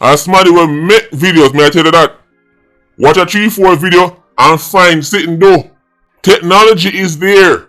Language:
Jamaican Creole English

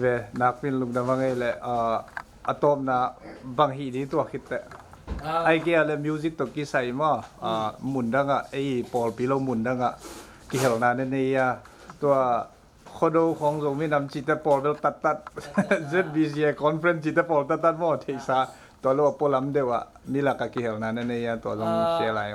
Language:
Tedim Chin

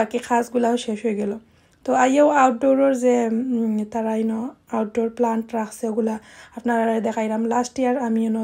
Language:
Sylheti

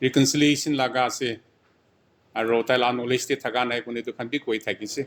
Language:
Naga Pidgin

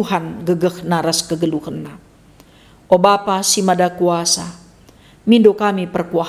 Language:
Batak Karo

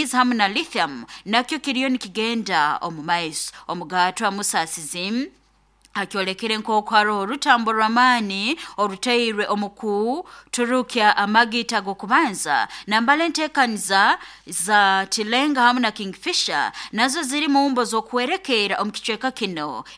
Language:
Nyoro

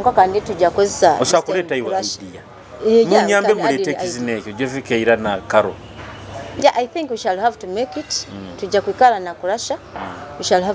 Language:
Nyoro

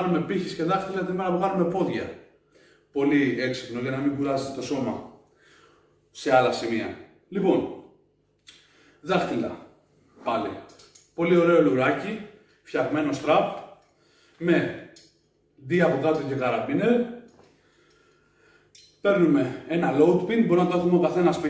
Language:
Greek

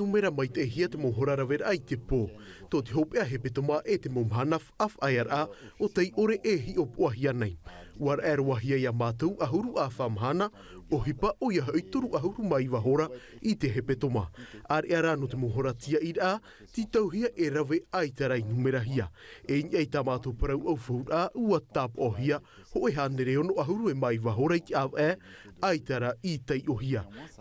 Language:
Tahitian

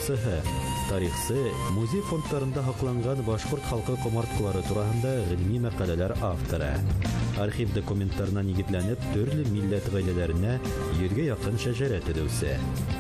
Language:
Bashkir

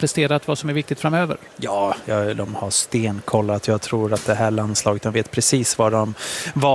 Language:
Swedish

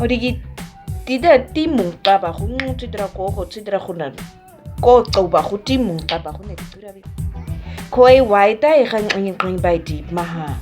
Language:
Nama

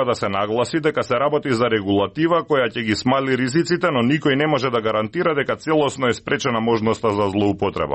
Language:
Macedonian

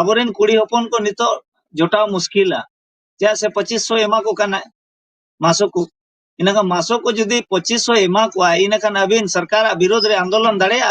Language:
Santali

